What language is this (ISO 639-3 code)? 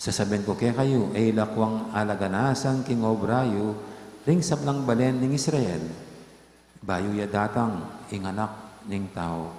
pam